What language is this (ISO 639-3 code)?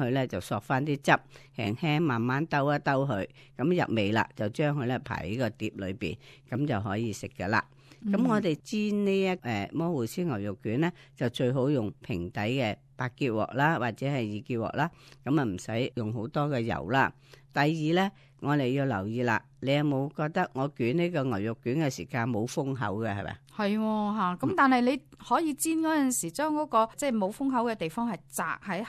yue